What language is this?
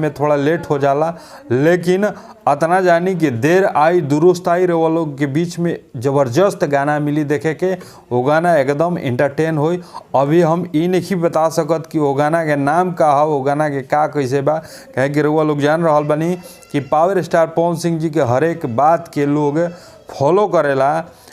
Bhojpuri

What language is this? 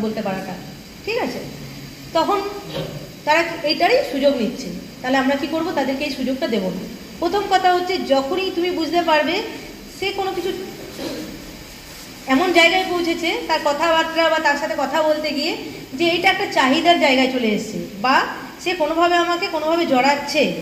Bangla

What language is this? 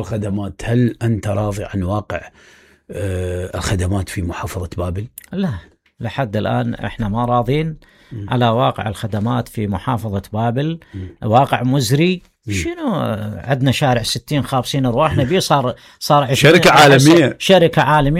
Mesopotamian Arabic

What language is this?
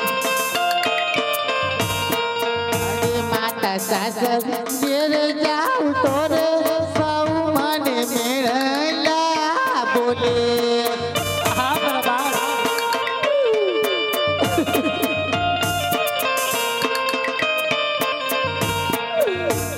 Gujarati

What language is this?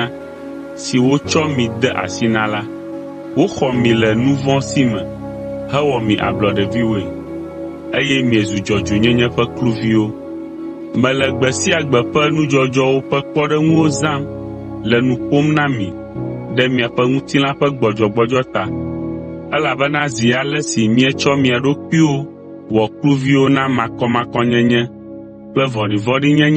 Ewe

